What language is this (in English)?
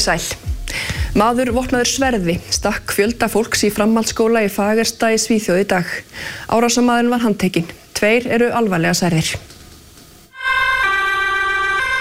Icelandic